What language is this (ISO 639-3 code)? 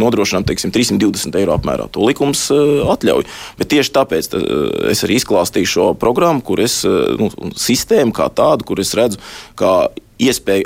lav